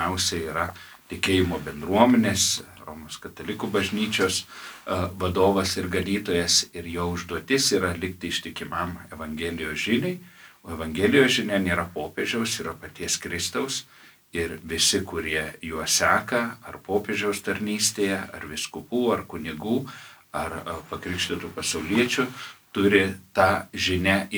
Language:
Lithuanian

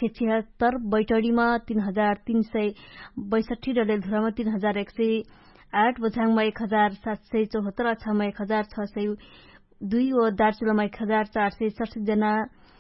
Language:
Dangaura Tharu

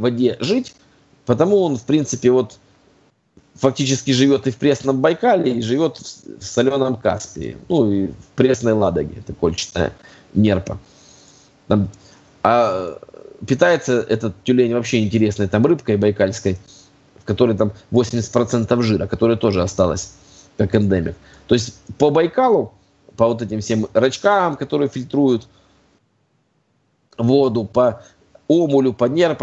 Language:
Russian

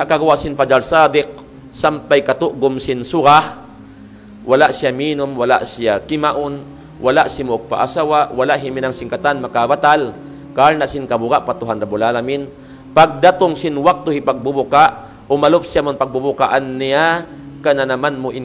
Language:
Tausug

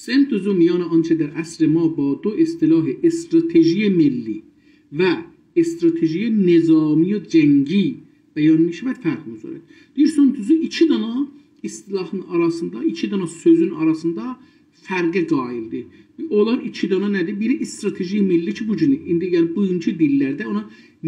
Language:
South Azerbaijani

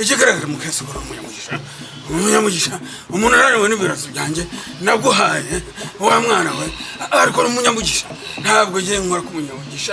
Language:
Kinyarwanda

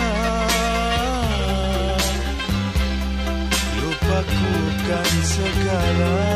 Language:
Malay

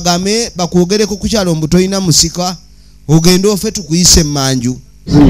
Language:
Ganda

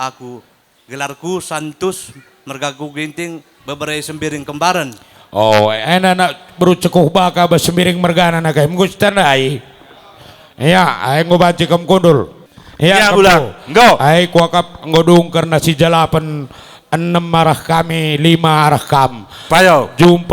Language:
Batak Karo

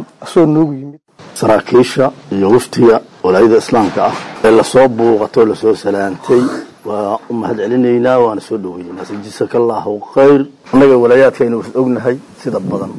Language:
Somali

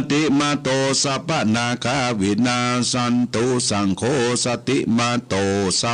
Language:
Pali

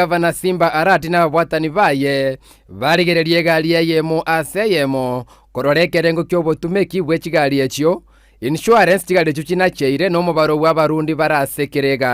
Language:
Gusii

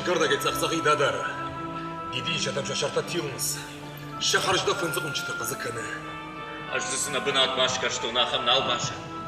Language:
Ossetic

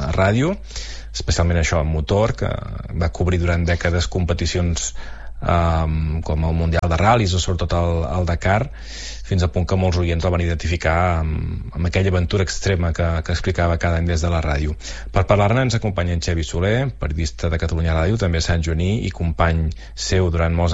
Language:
Catalan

